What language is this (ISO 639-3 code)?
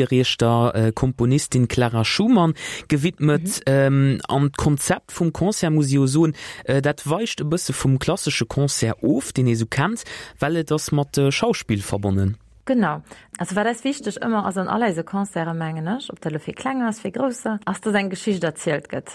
ltz